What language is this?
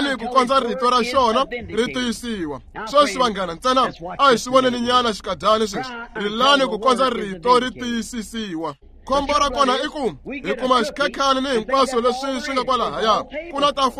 Tsonga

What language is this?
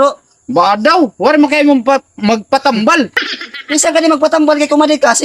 Waray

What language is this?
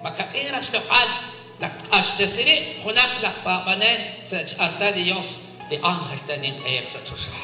Kekchí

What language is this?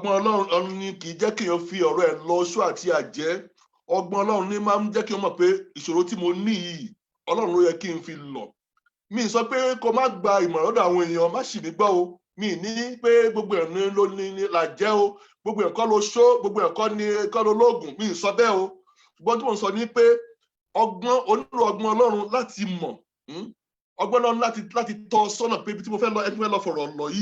Yoruba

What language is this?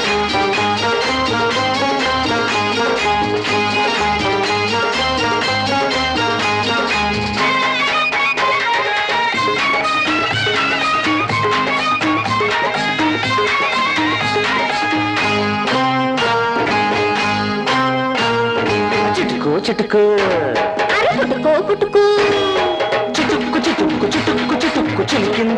Telugu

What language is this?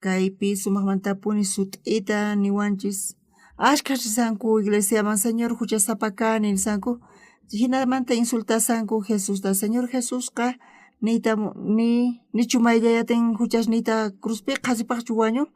South Bolivian Quechua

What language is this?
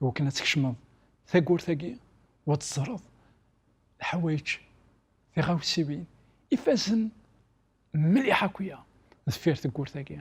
Kabyle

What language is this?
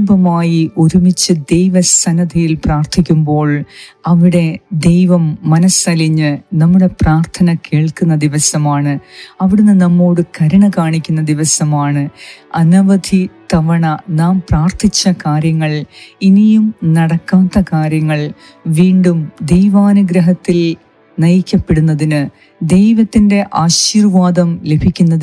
Malayalam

